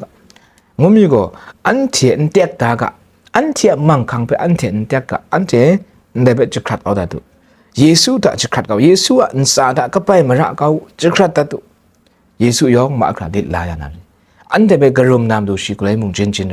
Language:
Kachin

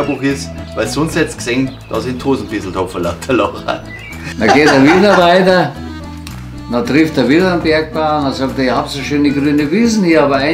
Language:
Bavarian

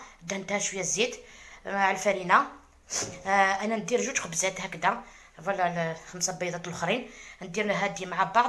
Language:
Algerian Arabic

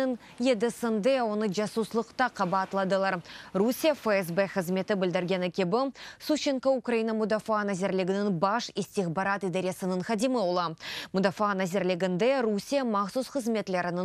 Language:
Crimean Tatar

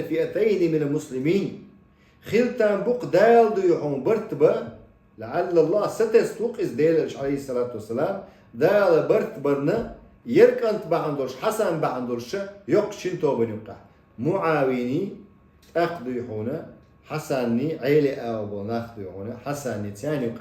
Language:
Chechen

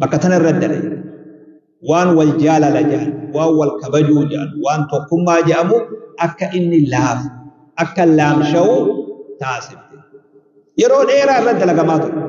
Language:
Oromo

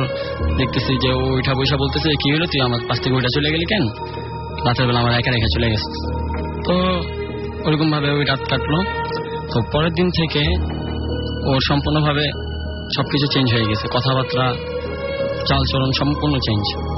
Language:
Bangla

